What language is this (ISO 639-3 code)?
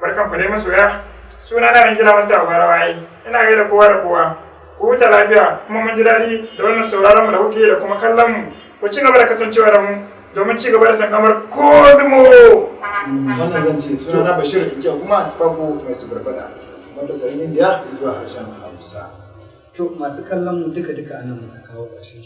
hau